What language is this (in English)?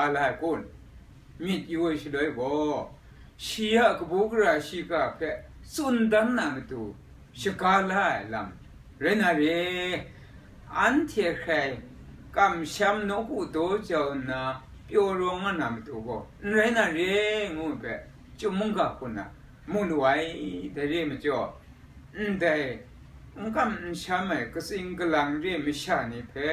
Kachin